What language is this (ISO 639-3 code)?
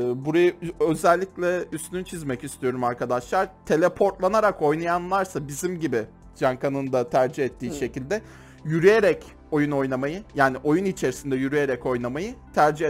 tur